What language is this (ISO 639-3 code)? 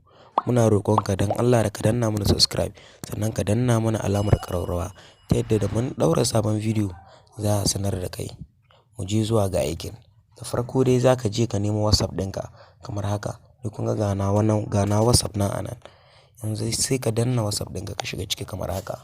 hau